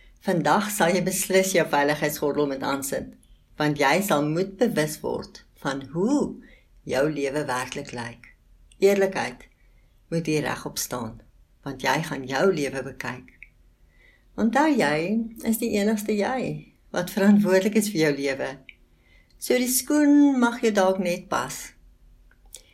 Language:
Afrikaans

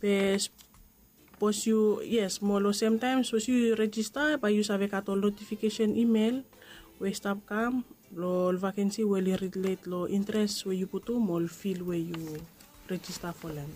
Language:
Bislama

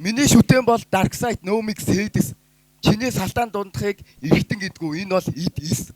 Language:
Mongolian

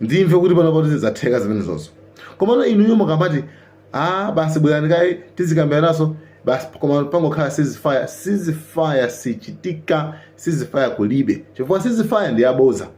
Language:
Nyanja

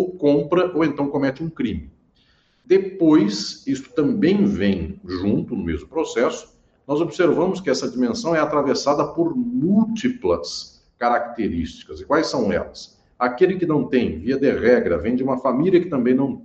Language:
Portuguese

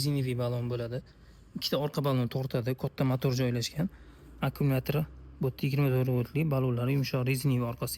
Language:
Uzbek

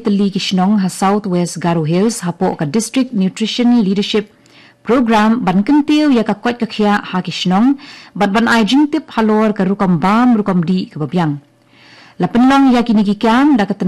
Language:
Khasi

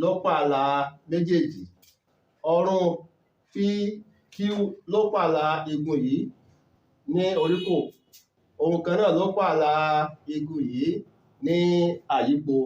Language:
Yoruba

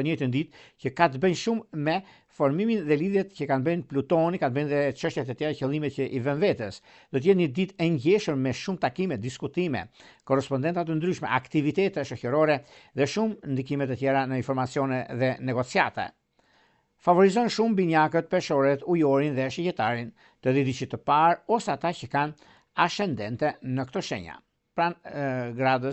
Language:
Albanian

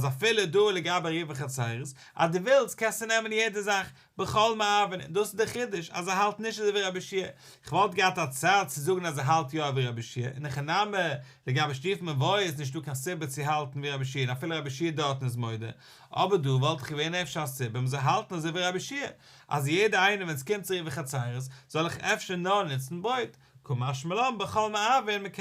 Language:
Yiddish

